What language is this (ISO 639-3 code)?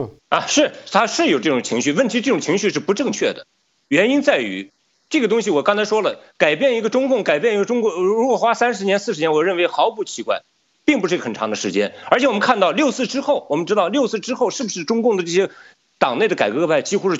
zho